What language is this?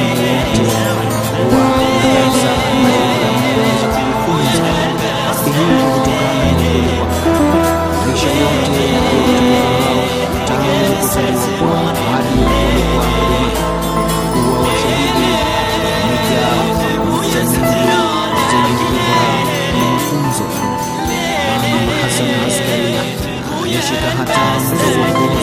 Swahili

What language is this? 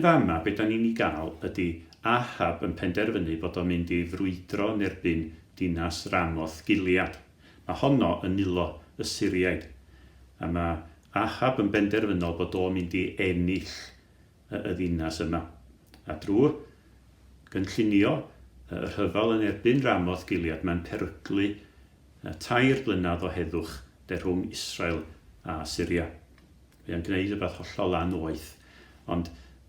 Welsh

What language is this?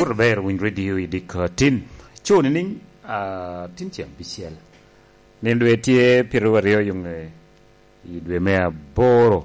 Lango (Uganda)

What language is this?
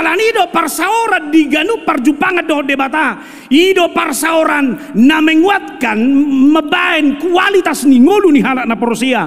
Batak Toba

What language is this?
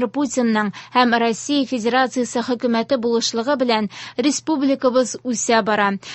Tatar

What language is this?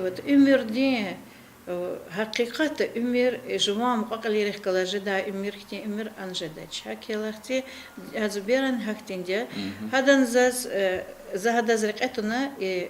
Lezghian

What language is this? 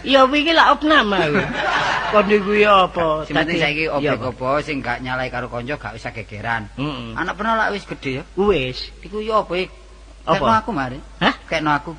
Javanese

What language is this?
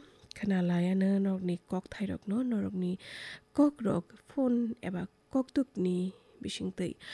Kok Borok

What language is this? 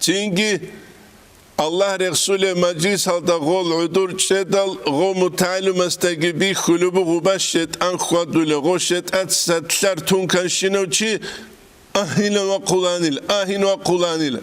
Avaric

